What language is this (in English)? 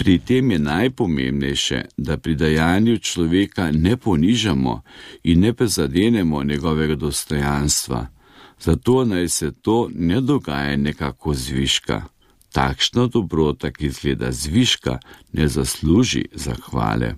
Slovenian